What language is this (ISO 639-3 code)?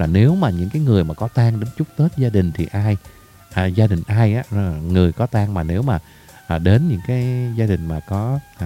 vie